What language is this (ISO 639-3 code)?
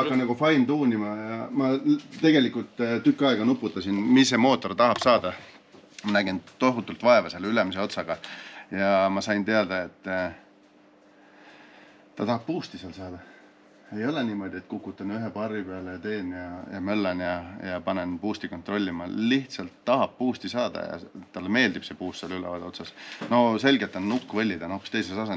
est